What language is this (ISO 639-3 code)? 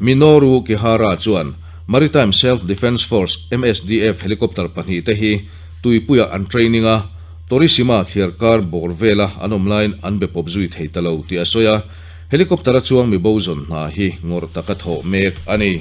lus